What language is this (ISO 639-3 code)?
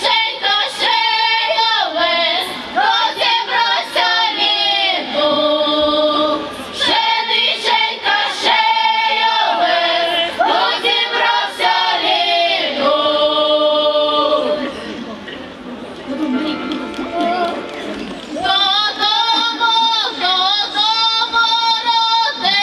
ukr